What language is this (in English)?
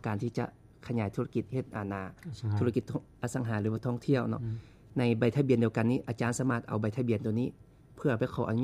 Lao